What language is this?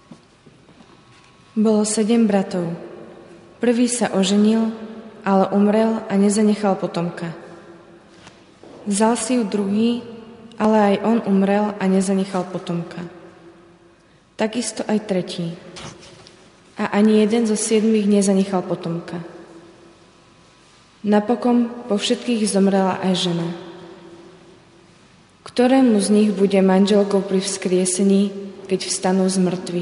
Slovak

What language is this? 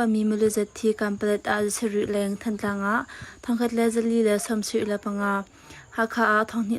Hakha Chin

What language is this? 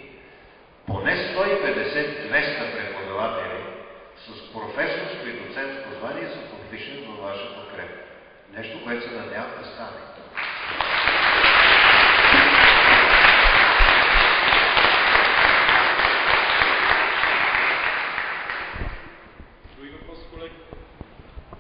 Bulgarian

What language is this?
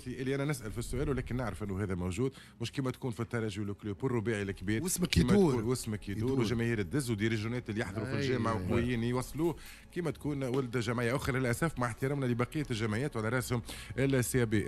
Tunisian Arabic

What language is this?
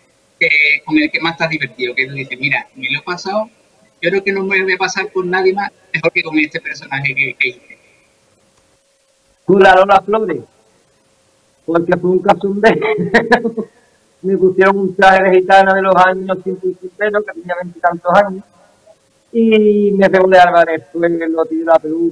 Spanish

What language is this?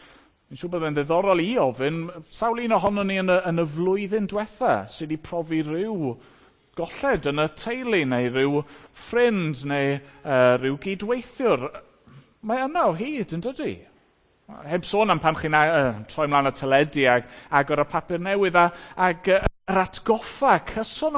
Welsh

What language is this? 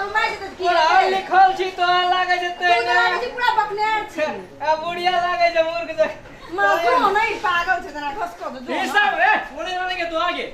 Maithili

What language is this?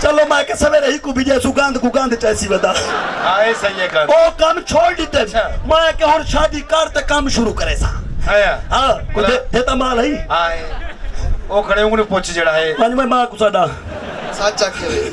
Saraiki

